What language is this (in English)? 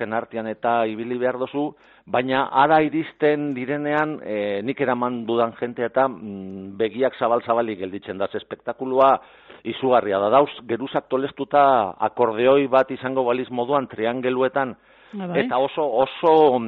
Basque